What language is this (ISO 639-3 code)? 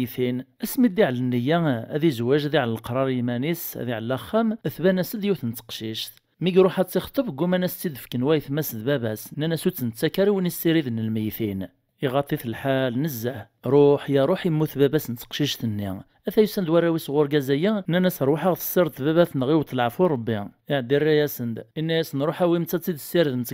kab